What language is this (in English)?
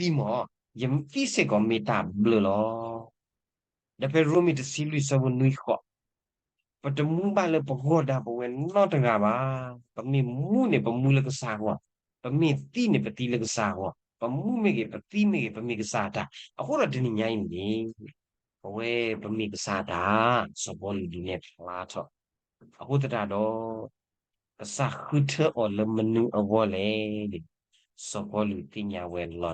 S'gaw Karen